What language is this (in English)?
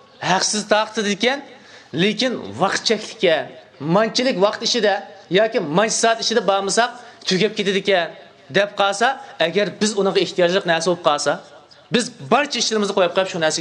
Uyghur